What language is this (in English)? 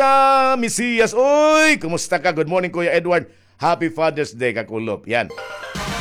Waray